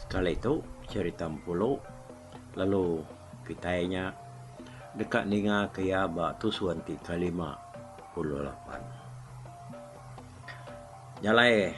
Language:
Iban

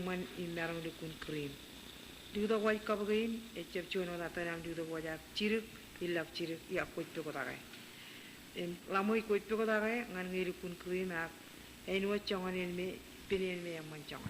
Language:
Marshallese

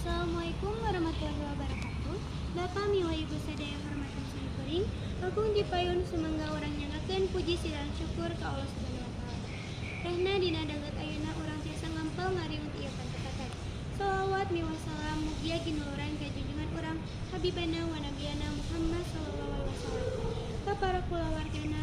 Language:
Sundanese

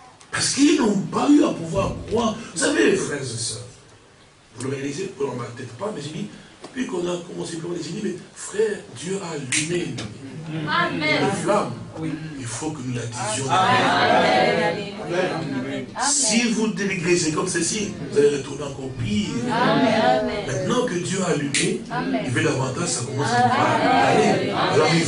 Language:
French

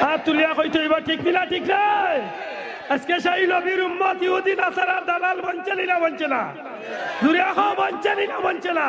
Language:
Sylheti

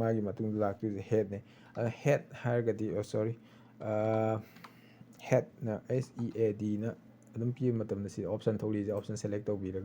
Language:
Manipuri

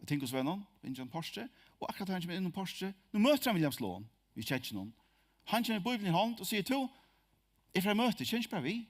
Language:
Faroese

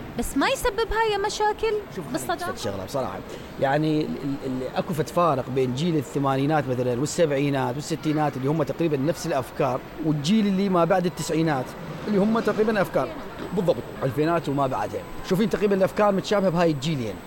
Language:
Mesopotamian Arabic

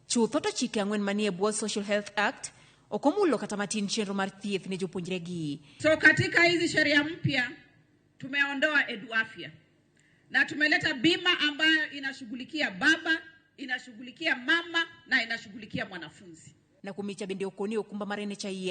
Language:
Luo (Kenya and Tanzania)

